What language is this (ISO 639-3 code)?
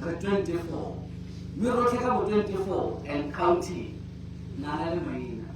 tsn